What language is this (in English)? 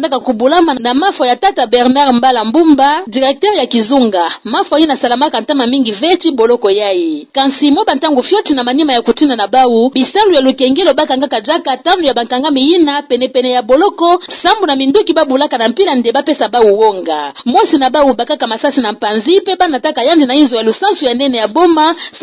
Kituba (Democratic Republic of Congo)